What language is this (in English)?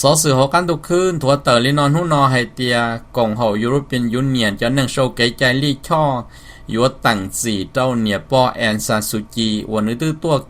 Hmong